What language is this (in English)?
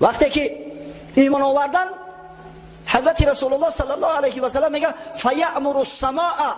Tajik